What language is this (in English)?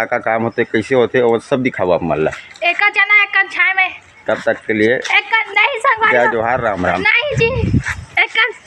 Chhattisgarhi